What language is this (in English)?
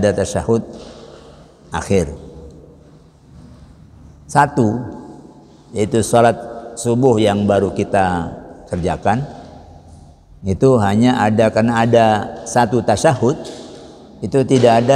Indonesian